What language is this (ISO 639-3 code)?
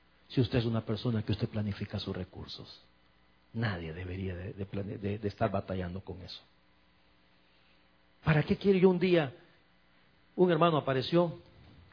spa